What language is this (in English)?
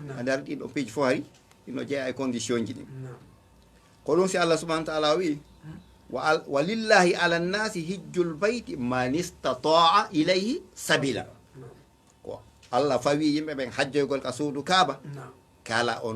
Fula